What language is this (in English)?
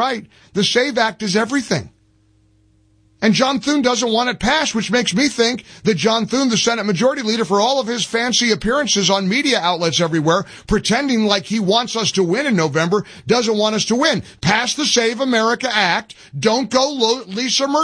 English